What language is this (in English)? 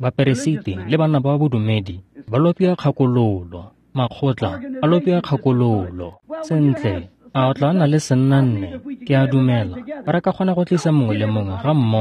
Tswana